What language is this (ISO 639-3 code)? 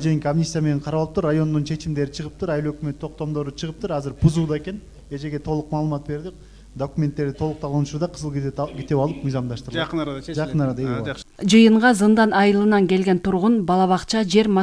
kir